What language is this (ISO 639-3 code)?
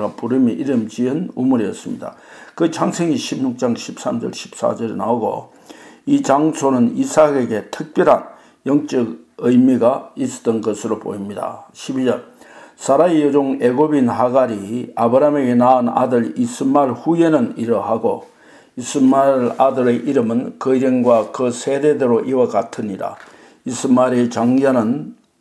kor